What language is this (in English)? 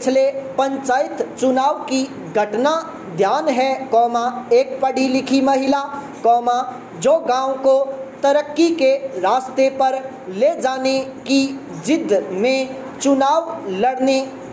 Hindi